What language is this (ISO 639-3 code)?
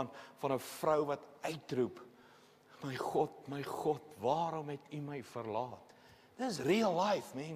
afr